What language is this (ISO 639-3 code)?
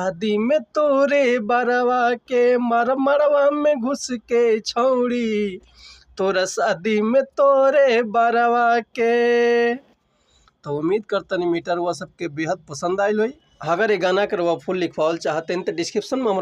bho